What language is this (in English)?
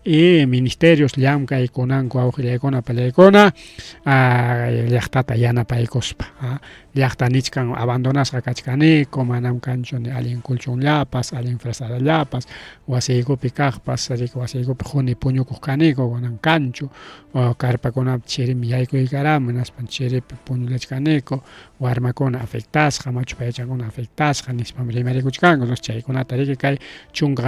Ayacucho Quechua